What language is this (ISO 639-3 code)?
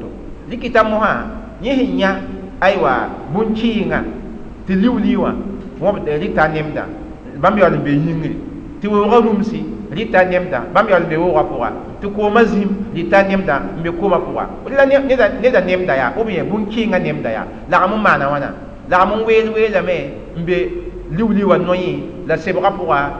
mos